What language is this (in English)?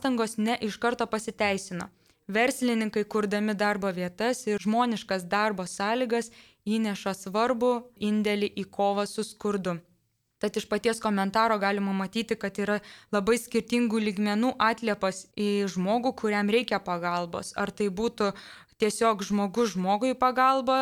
Lithuanian